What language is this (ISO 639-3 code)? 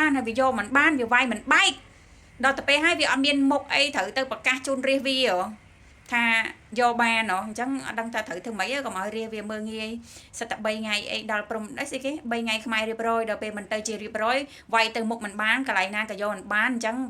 khm